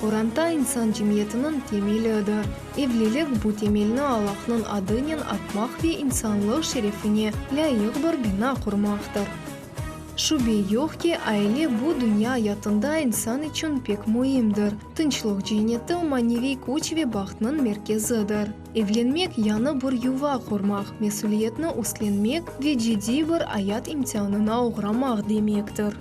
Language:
Crimean Tatar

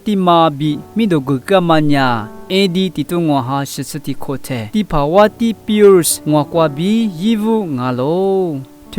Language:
Lisu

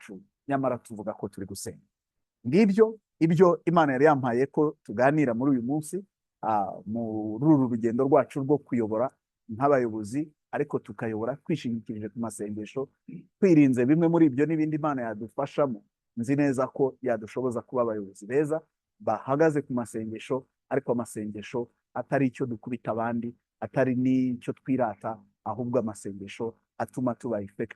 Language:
Kinyarwanda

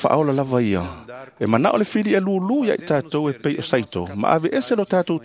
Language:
Samoan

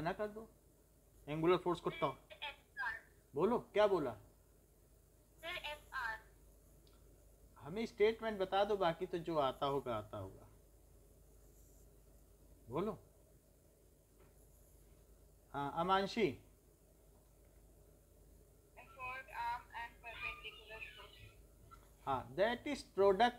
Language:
Hindi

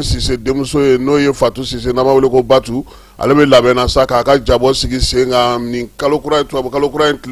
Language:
Bambara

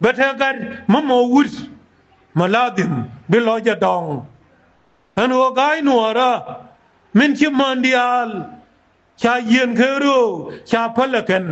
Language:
Nuer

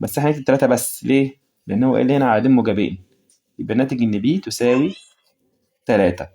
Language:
Egyptian Arabic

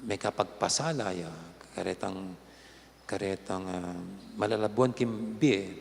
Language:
Pampanga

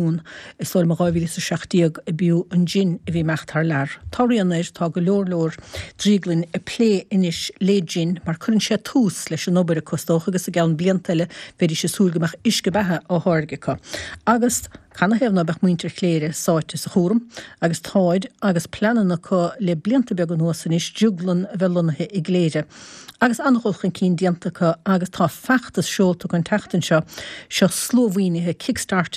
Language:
Irish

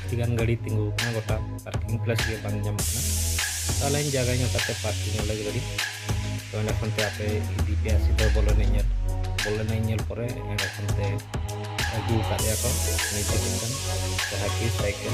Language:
Santali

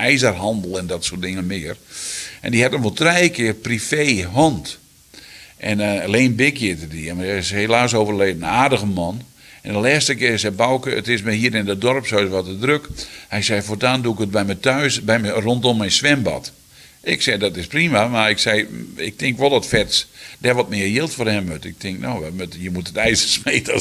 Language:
Western Frisian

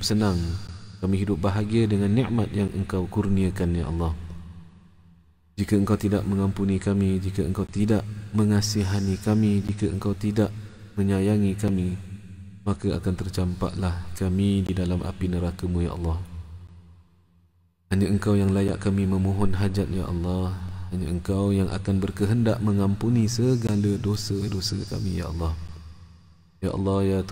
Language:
Malay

